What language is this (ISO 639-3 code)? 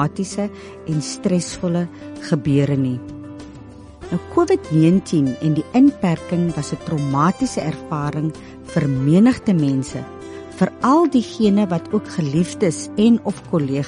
afr